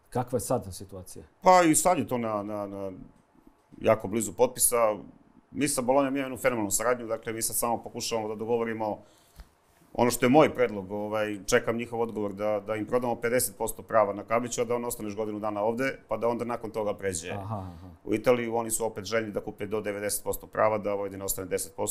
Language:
Serbian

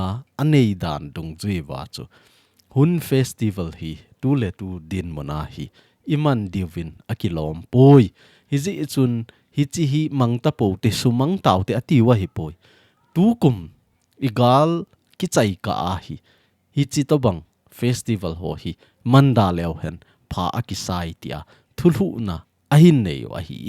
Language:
Thado Chin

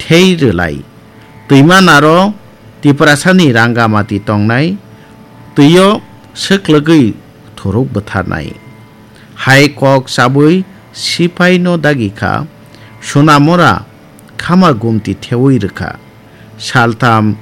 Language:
Kok Borok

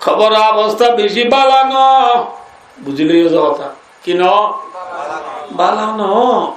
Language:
Rohingya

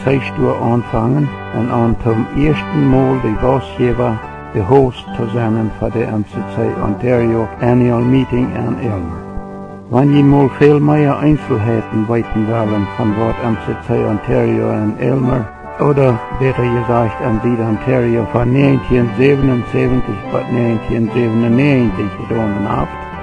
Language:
Plautdietsch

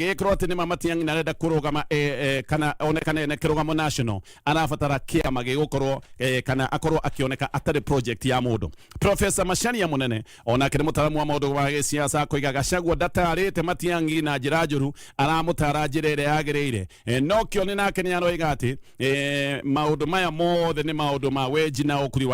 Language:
Kikuyu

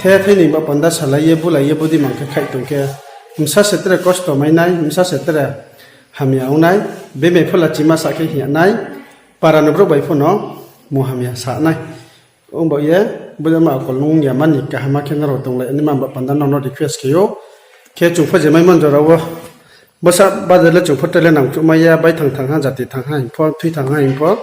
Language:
Riang (India)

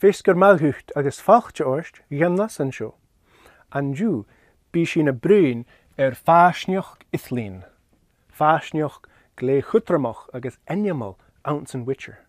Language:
Scottish Gaelic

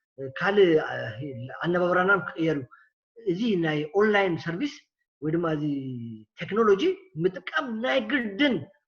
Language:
Tigrinya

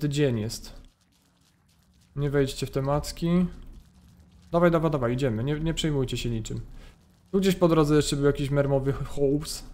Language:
Polish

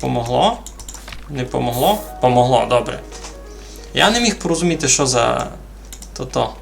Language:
Rusyn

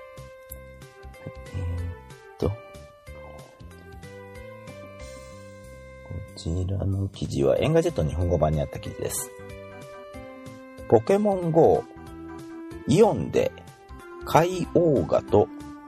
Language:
Japanese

